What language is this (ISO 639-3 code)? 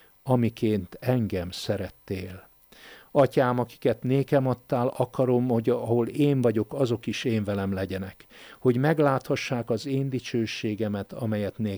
hun